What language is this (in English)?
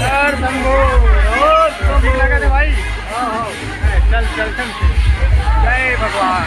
Chhattisgarhi